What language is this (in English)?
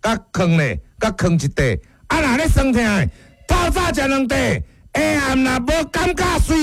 Min Nan Chinese